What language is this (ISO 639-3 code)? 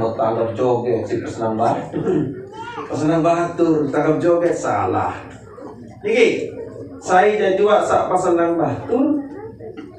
sas